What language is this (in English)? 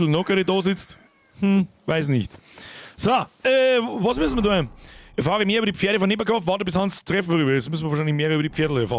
Bavarian